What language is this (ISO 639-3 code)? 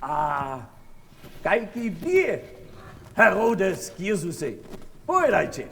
hsb